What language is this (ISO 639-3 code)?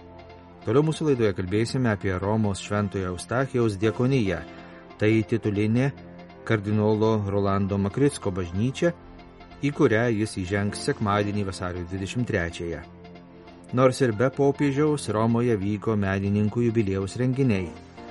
lit